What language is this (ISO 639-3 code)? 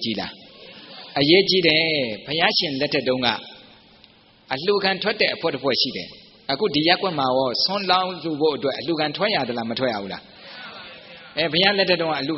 mya